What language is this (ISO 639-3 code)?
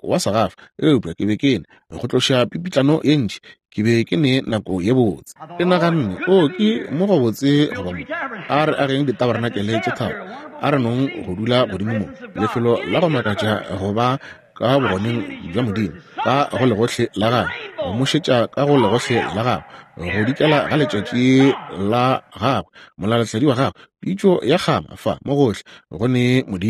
nso